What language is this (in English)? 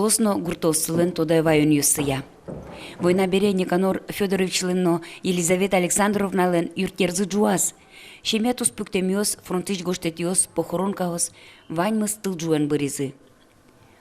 Udmurt